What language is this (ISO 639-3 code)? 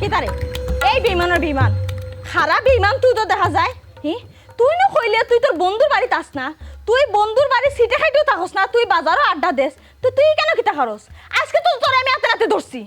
syl